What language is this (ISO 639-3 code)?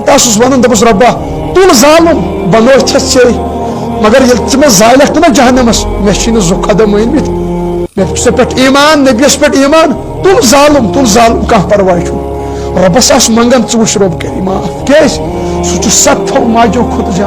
kas